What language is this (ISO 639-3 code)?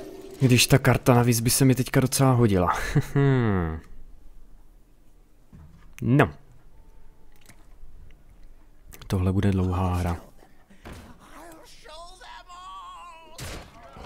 ces